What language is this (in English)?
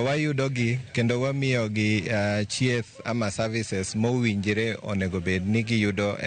Luo (Kenya and Tanzania)